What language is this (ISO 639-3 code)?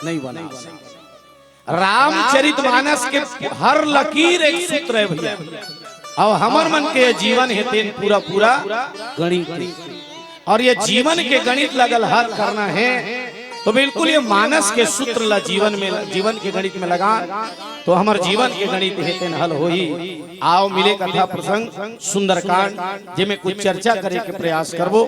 hne